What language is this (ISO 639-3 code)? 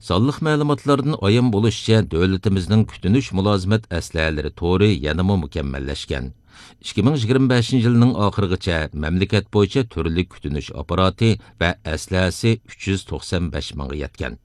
uig